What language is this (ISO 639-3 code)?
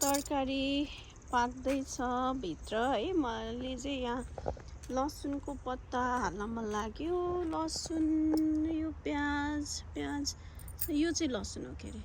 nep